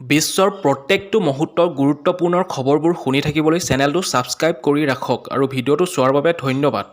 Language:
Assamese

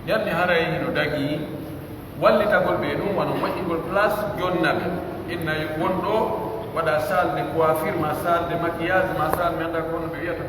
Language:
Pular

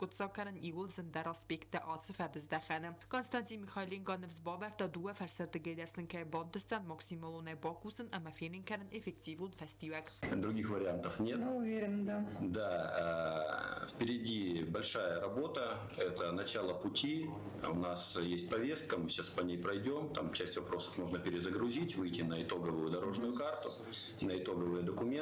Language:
Ossetic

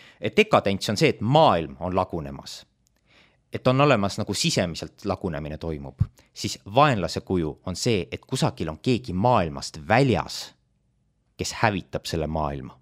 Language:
Estonian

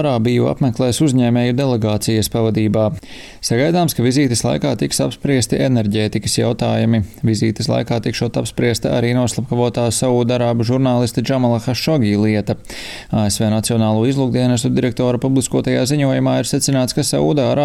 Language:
Latvian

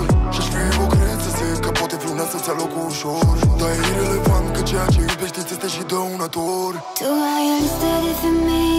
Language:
Romanian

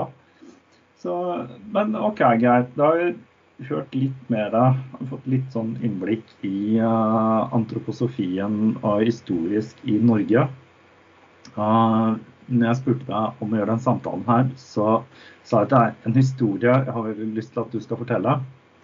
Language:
Norwegian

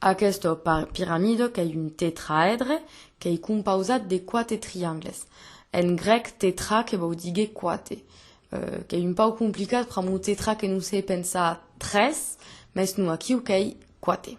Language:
Occitan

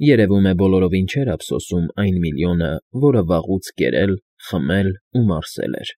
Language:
Armenian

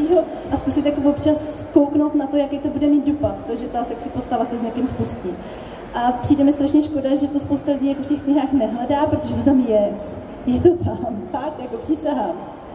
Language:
Czech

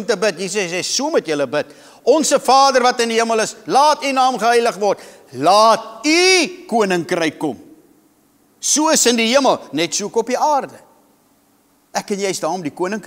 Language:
Afrikaans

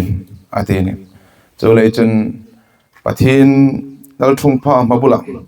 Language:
Hmar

